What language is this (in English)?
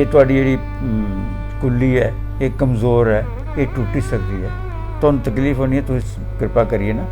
Dogri